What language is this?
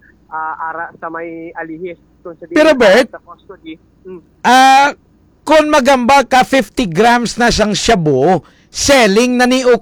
Hiligaynon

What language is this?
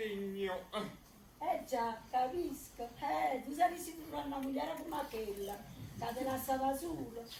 Neapolitan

